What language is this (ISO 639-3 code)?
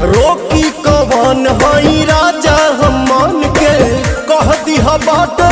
bho